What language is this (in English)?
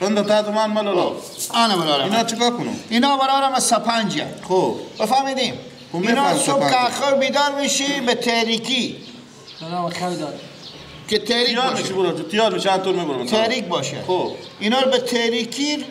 Persian